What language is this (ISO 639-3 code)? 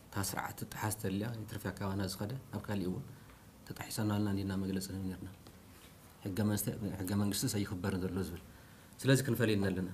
tir